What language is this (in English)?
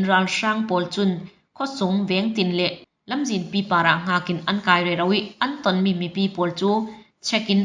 Falam Chin